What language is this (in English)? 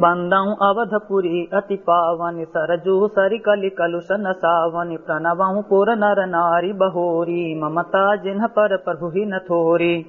Awadhi